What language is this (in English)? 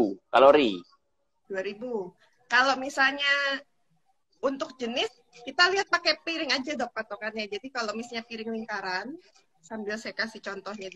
Indonesian